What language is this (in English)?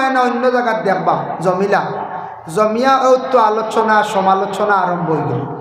Sylheti